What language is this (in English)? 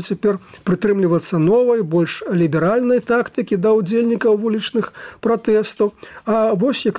Belarusian